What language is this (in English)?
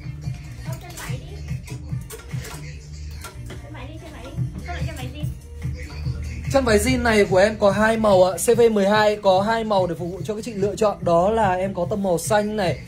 Vietnamese